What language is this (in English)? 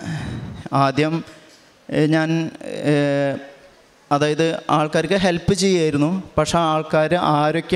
Malayalam